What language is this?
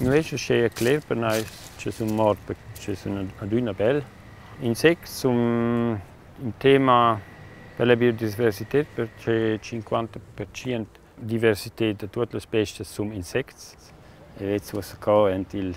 Romansh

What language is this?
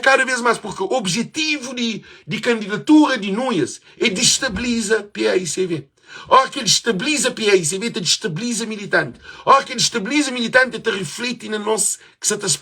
Kabuverdianu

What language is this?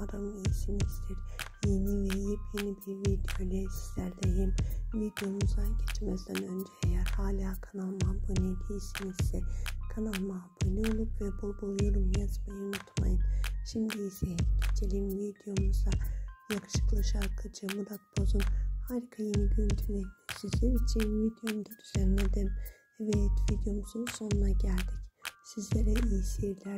Turkish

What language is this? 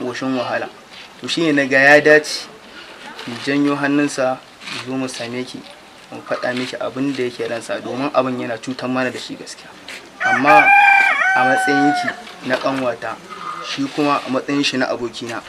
Hausa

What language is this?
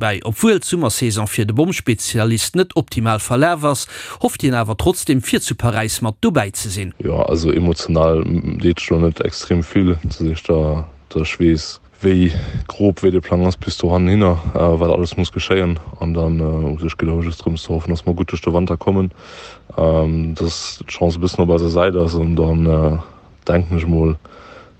Luxembourgish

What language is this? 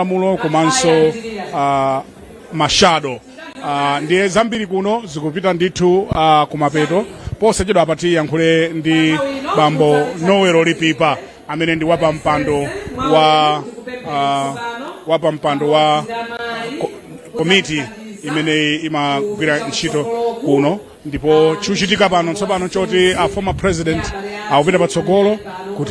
Nyanja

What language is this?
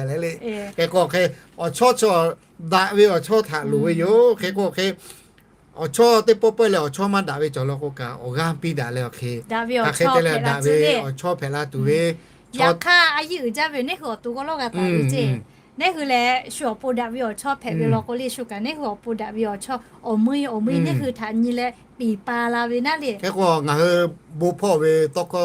Lahu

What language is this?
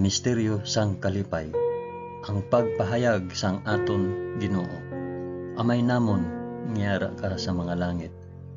Hiligaynon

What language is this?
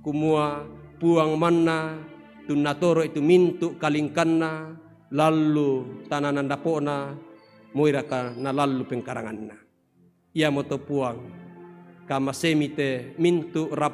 Toraja-Sa'dan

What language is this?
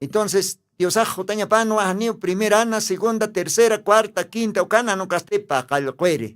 Aymara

